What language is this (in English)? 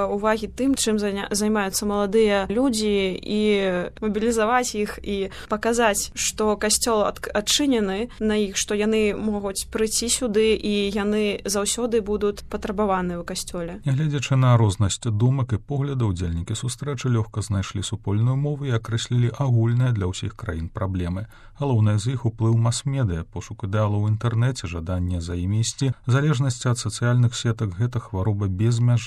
Belarusian